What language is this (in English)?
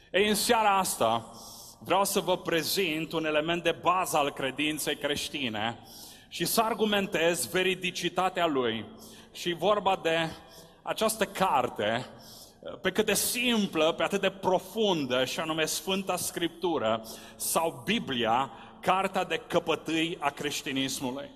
Romanian